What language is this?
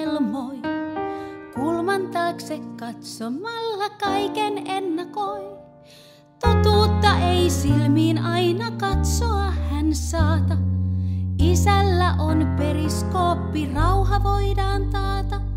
Finnish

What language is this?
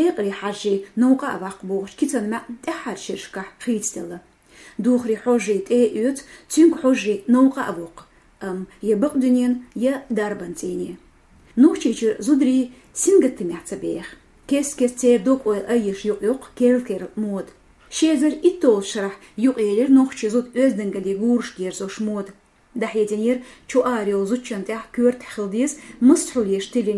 Chechen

